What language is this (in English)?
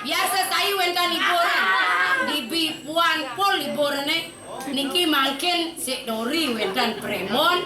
Balinese